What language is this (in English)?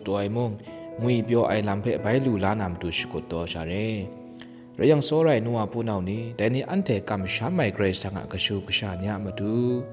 Kachin